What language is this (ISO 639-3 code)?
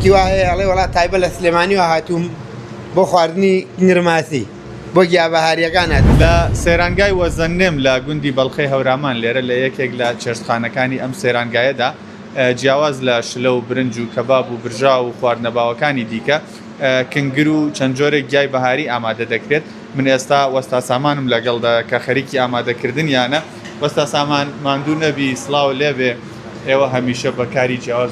ckb